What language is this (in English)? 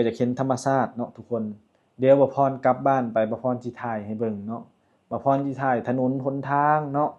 Lao